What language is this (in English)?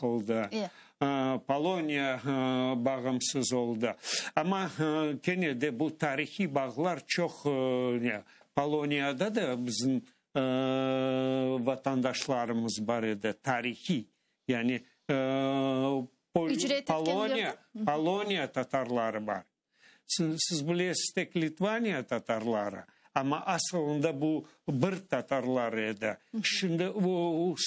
Crimean Tatar